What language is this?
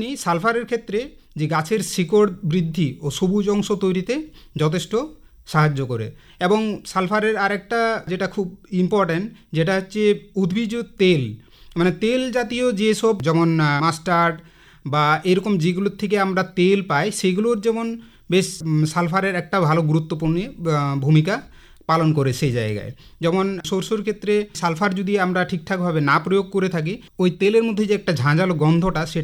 Bangla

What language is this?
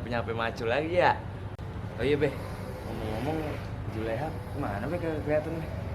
Betawi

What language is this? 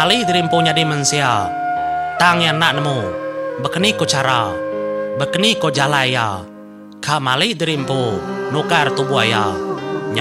Iban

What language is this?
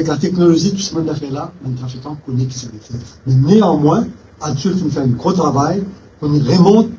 Morisyen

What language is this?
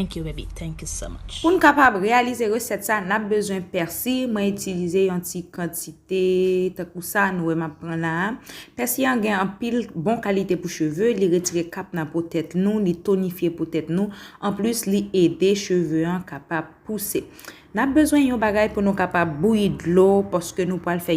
Haitian Creole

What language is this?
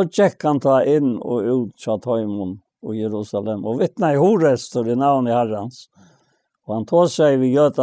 Faroese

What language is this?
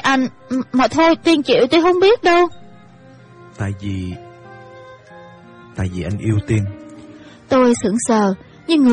Vietnamese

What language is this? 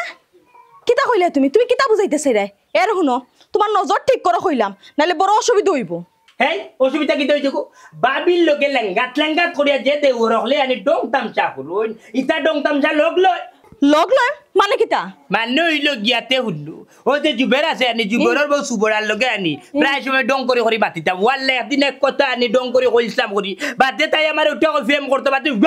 Sylheti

